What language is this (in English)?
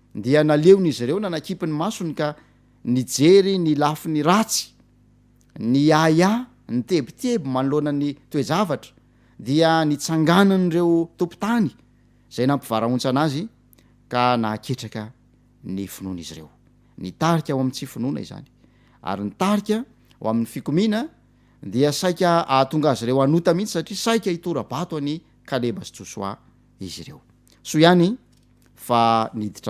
Malagasy